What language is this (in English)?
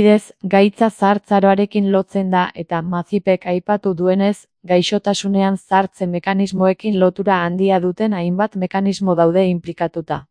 Basque